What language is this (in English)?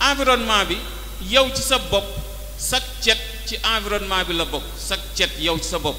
Wolof